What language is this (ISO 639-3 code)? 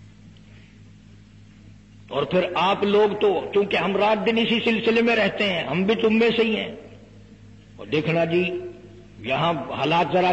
urd